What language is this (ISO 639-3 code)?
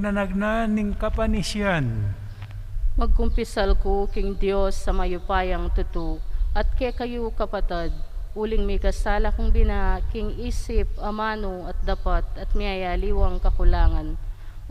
pam